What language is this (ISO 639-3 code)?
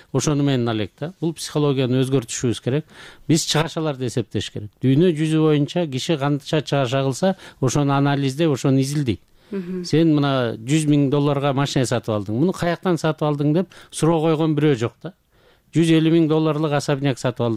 kir